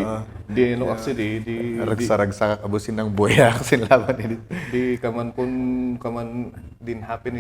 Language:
Kankanaey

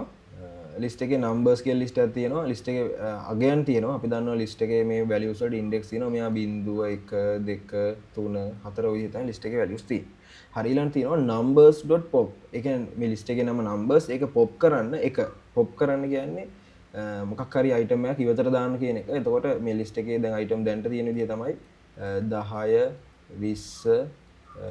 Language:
Sinhala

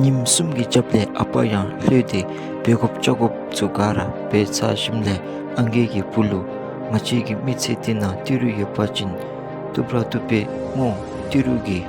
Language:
Dzongkha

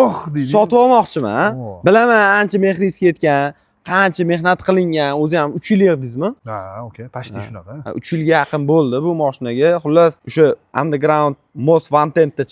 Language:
Uzbek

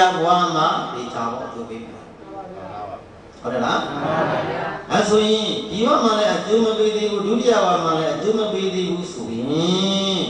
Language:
Burmese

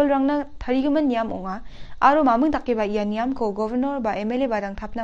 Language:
Garo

